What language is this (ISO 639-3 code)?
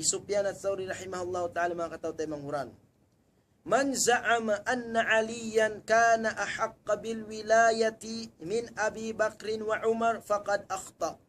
tsg